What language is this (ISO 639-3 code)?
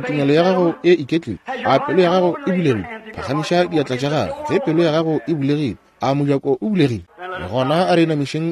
nso